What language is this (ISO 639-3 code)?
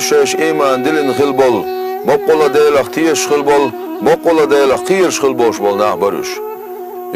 che